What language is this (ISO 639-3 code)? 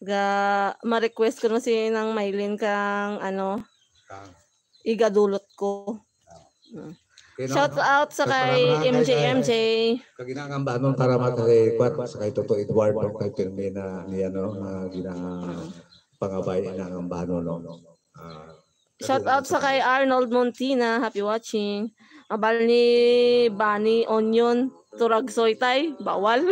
hil